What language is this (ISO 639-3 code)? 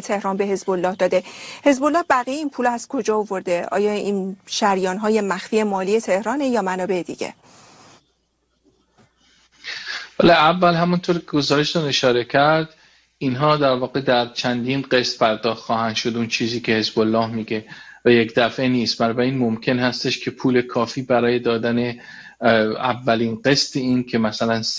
fas